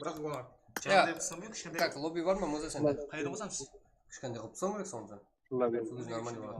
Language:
Kara-Kalpak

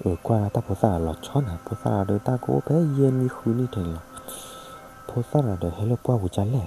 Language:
S'gaw Karen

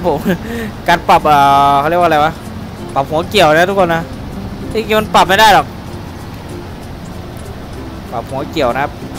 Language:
Thai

